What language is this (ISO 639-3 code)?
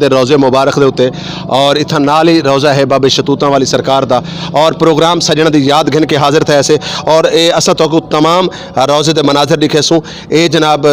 skr